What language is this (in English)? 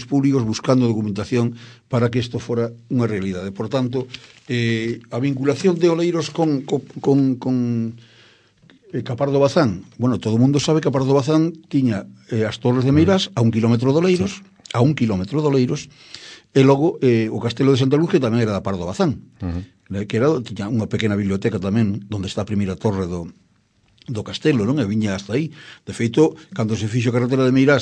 Galician